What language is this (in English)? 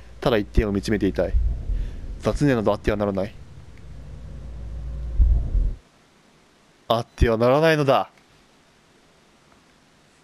Japanese